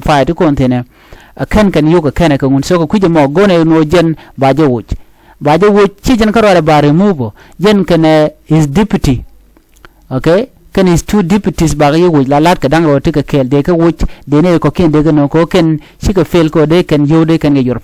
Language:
Nuer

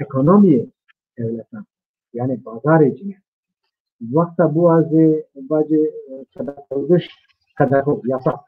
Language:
Zaza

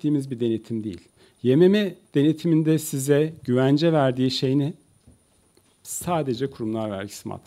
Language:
Turkish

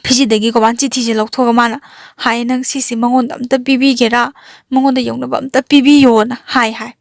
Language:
Manipuri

